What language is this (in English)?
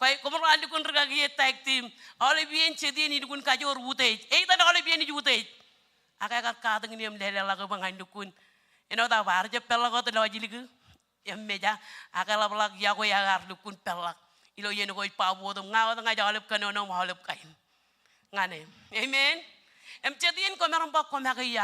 Marshallese